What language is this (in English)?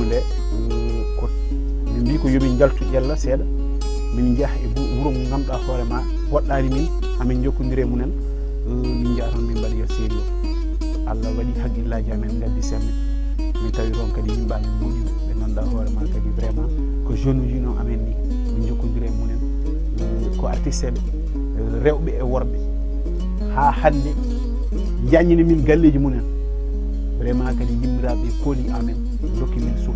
Fula